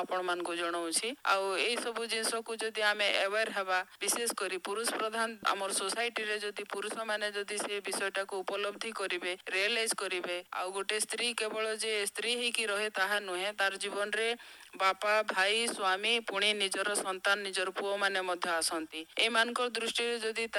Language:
Odia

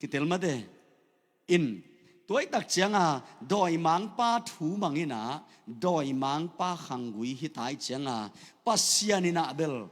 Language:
Tedim Chin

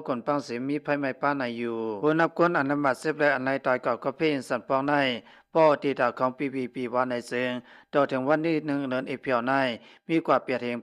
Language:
Shan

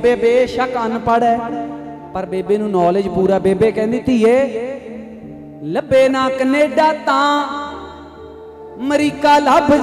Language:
Punjabi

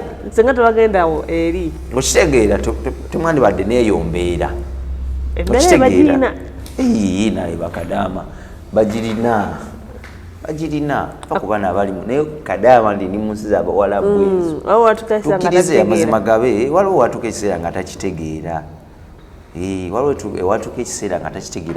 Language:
Ganda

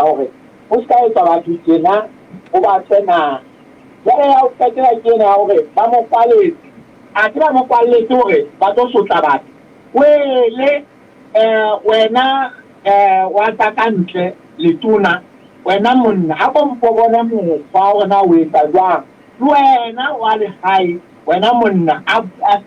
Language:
Southern Sotho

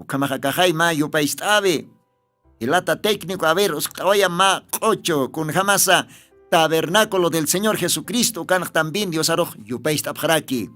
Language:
Aymara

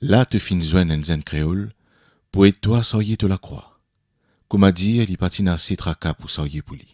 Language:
Morisyen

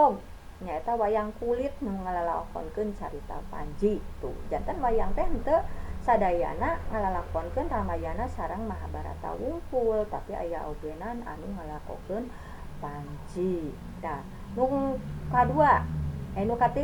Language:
Sundanese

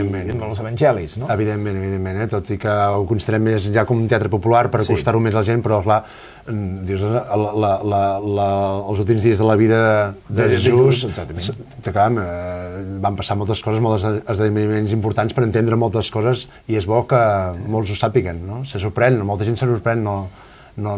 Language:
Catalan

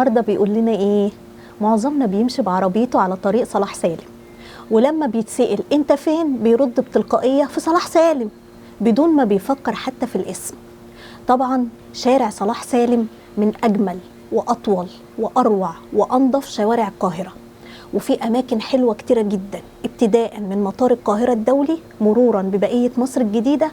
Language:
Egyptian Arabic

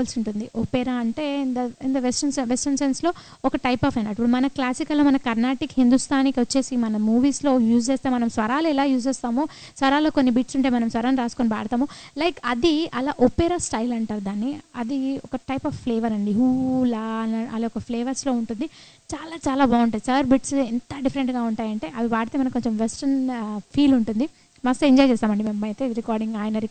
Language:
Telugu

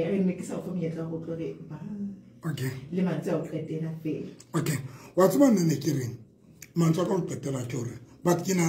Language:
Southern Sotho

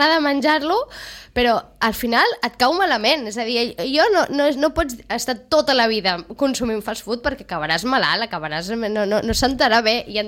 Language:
Catalan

